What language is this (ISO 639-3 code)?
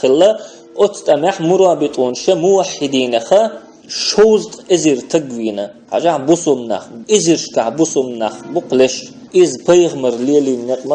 che